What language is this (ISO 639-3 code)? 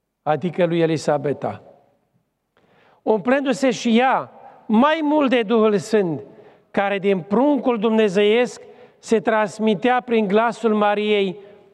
ron